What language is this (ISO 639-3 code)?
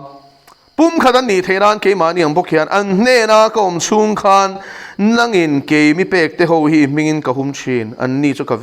lus